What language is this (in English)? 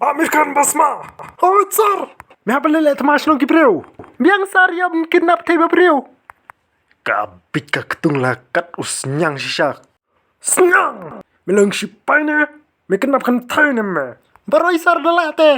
Khasi